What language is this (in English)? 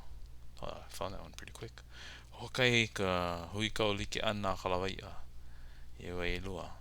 Hawaiian